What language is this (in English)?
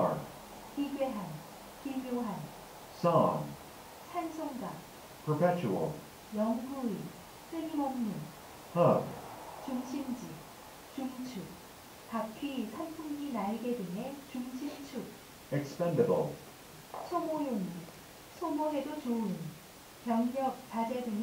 Korean